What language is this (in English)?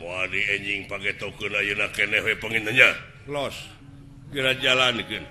Sundanese